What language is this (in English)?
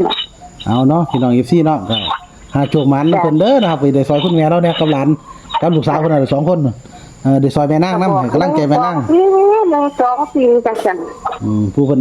Northeastern Thai